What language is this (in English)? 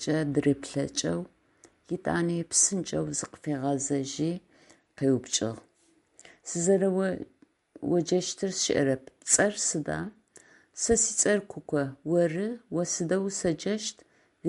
Adyghe